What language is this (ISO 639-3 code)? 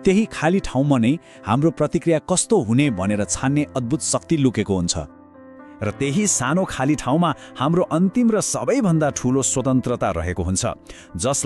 nep